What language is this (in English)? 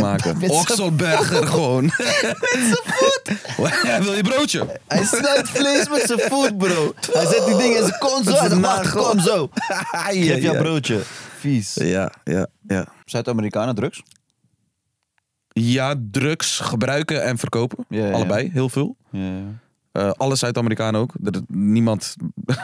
Dutch